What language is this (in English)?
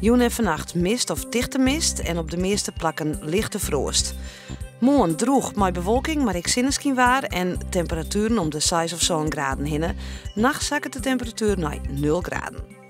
Western Frisian